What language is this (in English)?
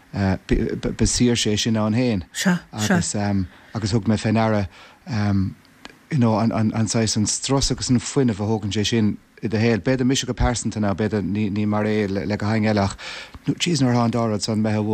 Irish